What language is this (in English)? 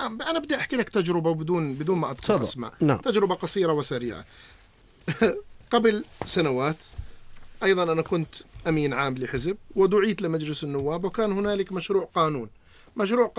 North Levantine Arabic